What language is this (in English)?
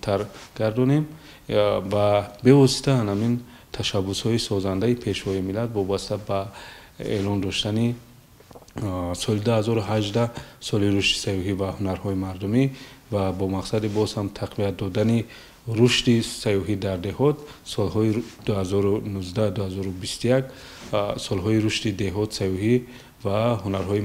Tajik